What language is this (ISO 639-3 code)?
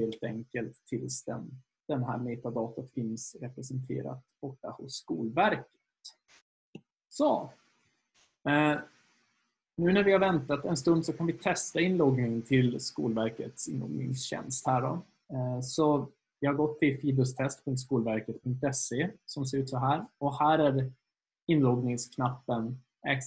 swe